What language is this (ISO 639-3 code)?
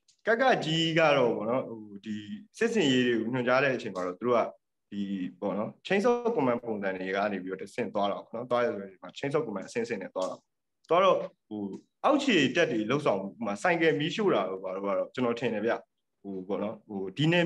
mya